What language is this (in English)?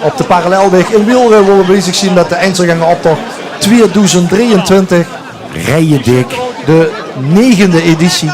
Limburgish